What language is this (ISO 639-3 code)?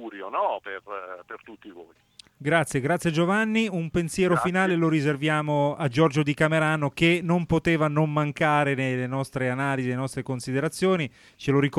ita